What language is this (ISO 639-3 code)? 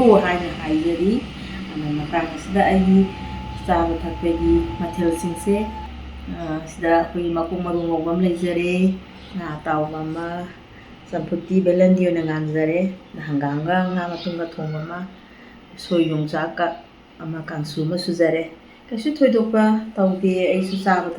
mni